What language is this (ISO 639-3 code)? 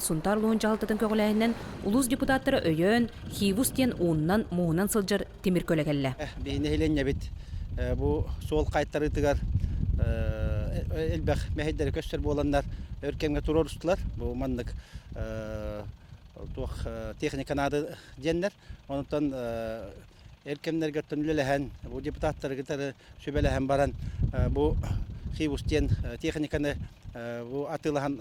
sah